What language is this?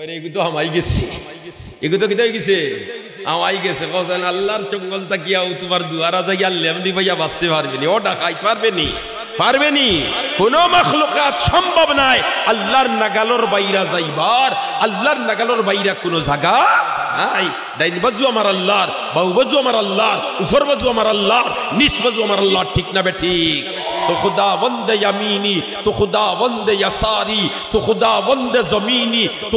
Sylheti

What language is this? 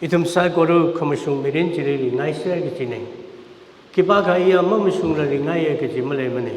Tangkhul Naga (India)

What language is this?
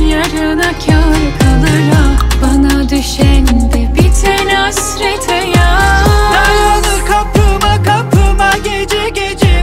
Turkish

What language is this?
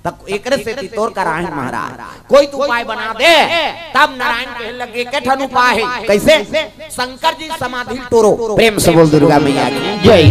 Chhattisgarhi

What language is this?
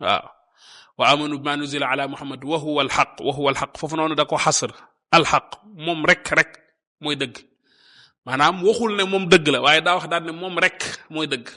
Wolof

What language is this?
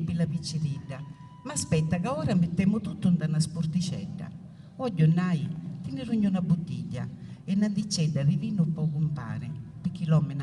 Sicilian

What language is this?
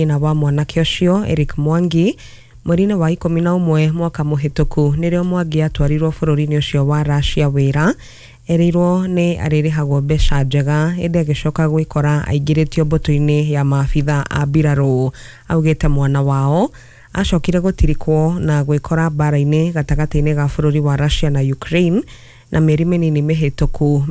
Kikuyu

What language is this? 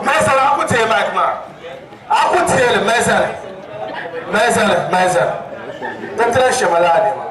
Dagbani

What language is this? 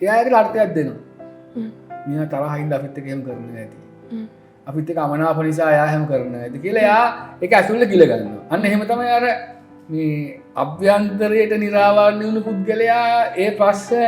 Sinhala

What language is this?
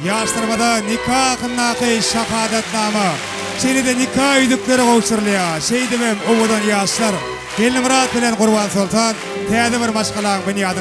Turkmen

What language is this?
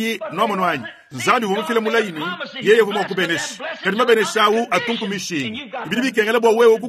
Luba-Lulua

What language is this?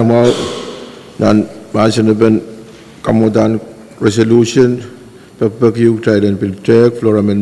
Pohnpeian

